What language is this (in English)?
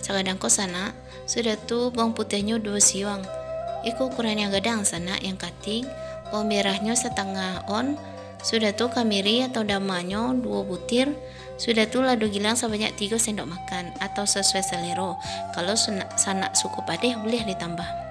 Minangkabau